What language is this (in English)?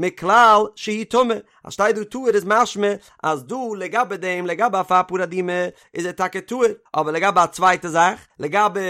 Yiddish